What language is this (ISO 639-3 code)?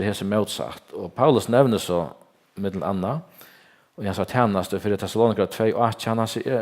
fao